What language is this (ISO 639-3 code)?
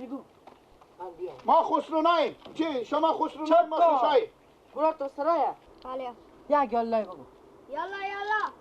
fas